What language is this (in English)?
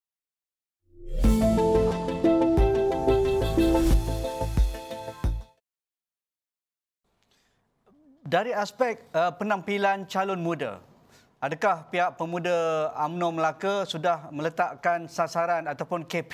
Malay